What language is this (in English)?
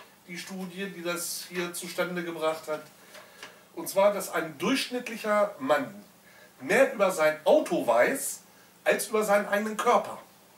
German